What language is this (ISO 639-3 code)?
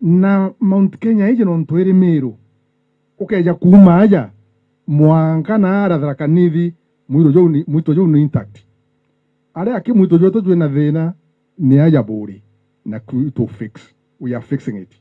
mer